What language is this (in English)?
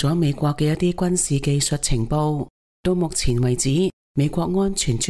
Cantonese